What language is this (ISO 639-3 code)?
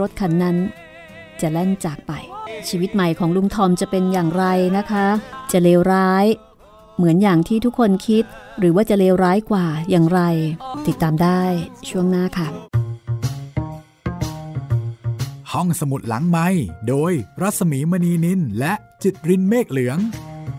tha